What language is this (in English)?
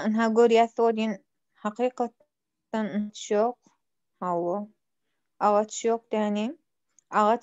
Turkmen